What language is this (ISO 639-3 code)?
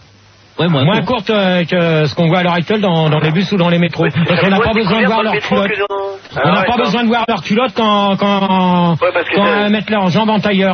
fra